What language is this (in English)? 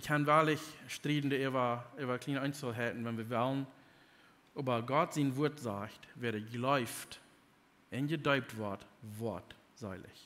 Plautdietsch